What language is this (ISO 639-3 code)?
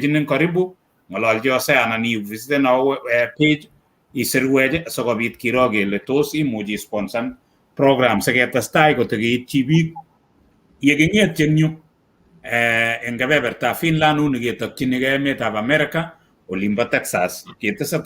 kln